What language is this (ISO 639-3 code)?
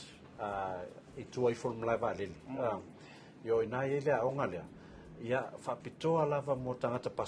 smo